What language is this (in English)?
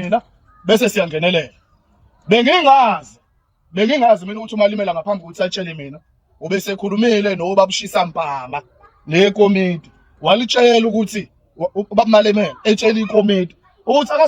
Zulu